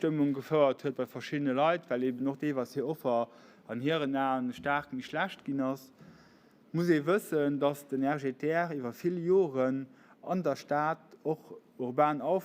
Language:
Luxembourgish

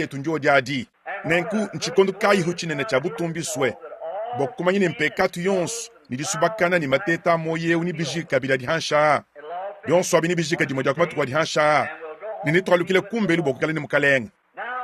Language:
Luba-Lulua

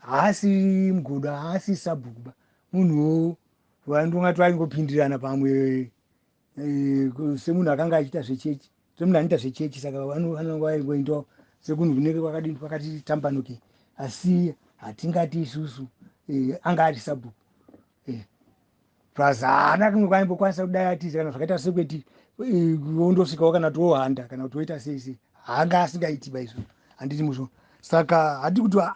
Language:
Shona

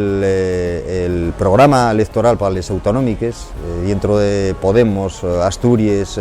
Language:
Asturian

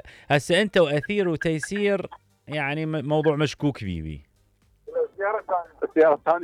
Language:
Mesopotamian Arabic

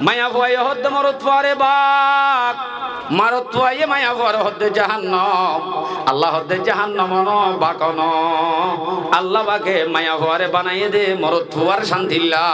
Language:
Rohingya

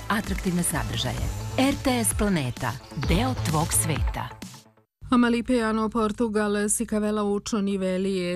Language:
Serbian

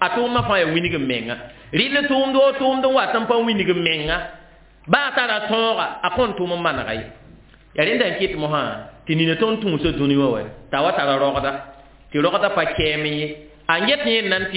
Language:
Mossi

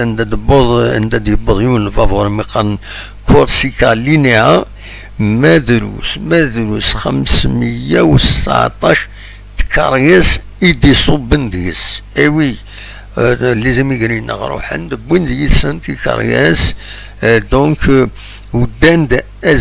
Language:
Kabyle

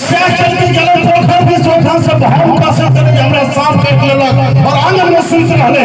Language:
Maithili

